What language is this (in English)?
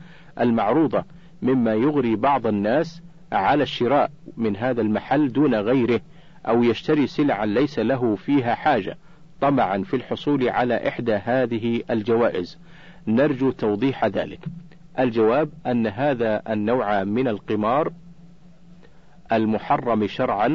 Arabic